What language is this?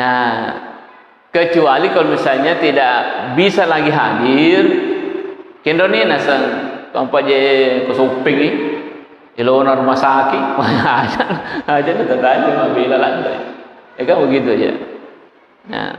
Buginese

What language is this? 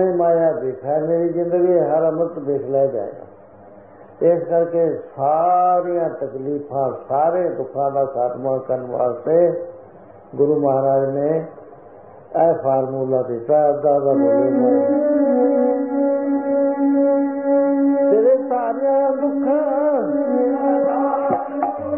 Punjabi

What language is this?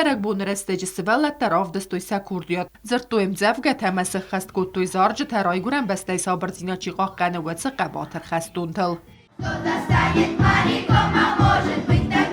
Ossetic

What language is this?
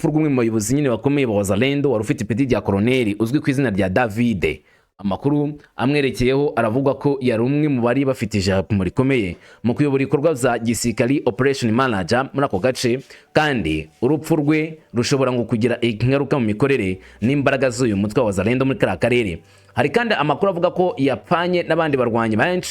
Kinyarwanda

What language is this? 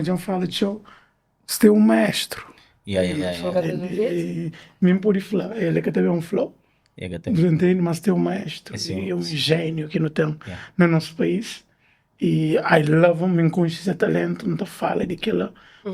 Kabuverdianu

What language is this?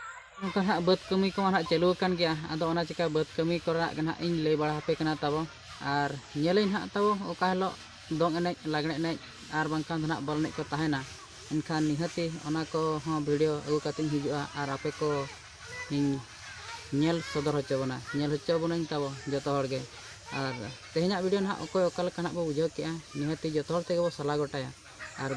Santali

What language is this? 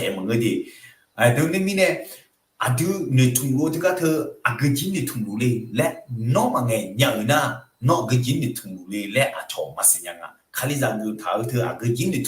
Akha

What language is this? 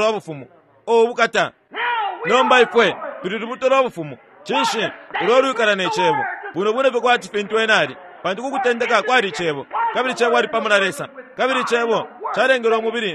Bemba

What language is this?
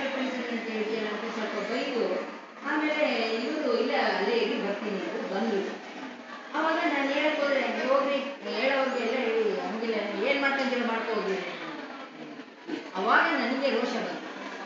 Kannada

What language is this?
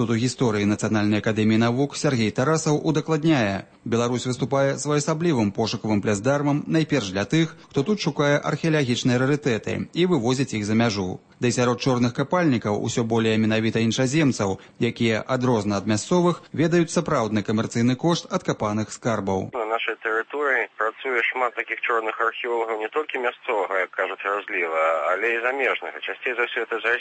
Belarusian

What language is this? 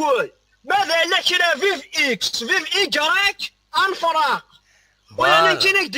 Kabyle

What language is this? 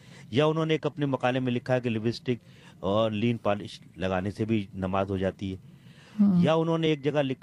Urdu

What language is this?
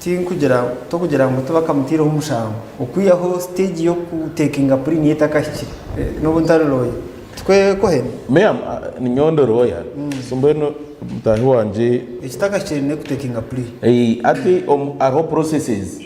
Nyankole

